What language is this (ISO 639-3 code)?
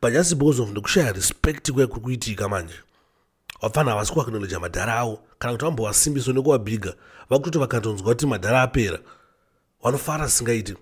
sna